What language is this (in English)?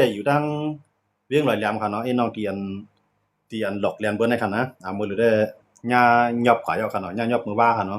Shan